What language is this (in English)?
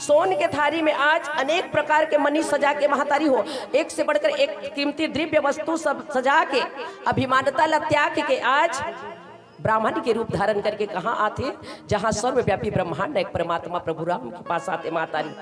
Chhattisgarhi